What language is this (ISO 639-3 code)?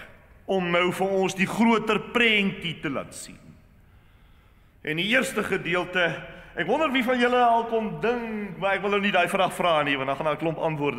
afr